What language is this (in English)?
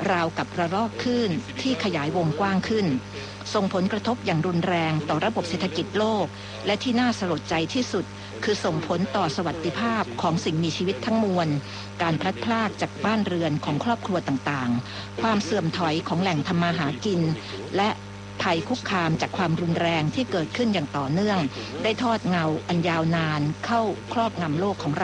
Thai